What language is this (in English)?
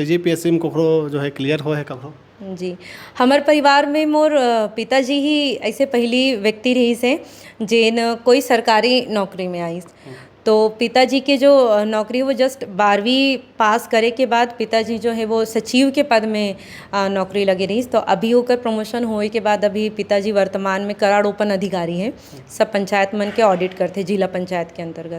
Chhattisgarhi